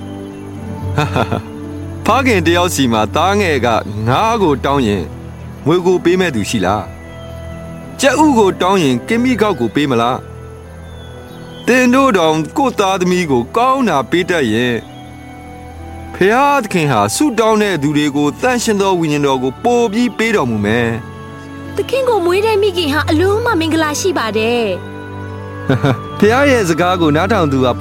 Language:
Burmese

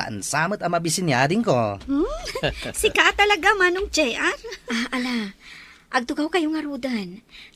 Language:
Iloko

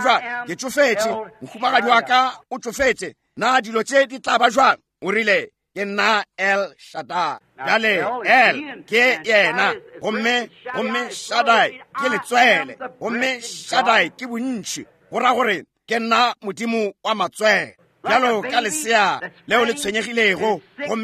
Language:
Northern Sotho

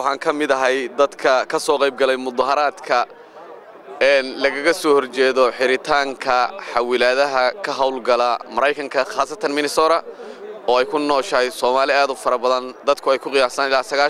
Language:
Somali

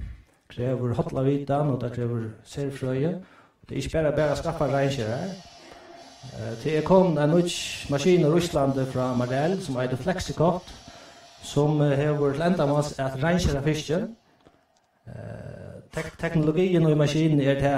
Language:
Faroese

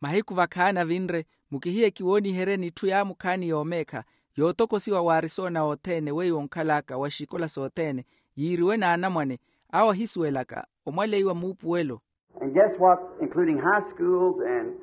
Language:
Makhuwa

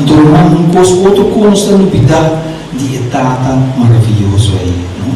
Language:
Papiamento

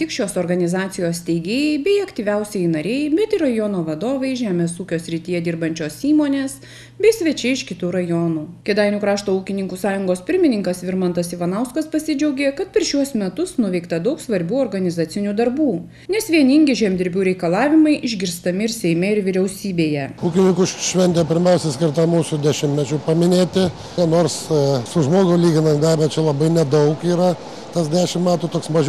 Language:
Lithuanian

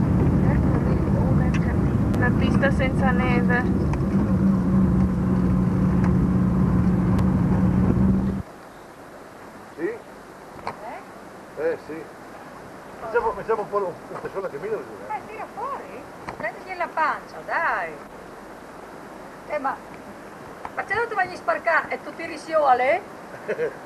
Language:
Italian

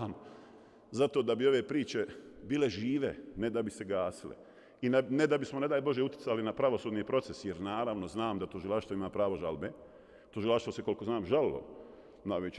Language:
Bosnian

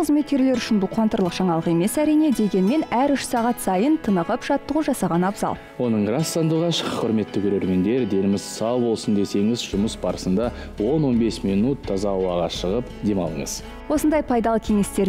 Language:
Kazakh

